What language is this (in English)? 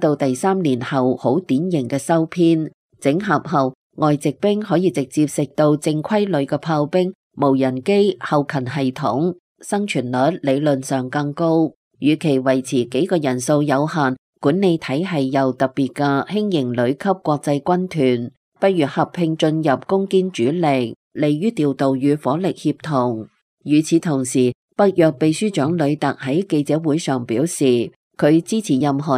Cantonese